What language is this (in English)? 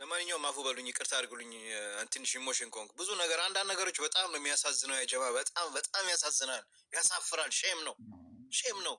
Amharic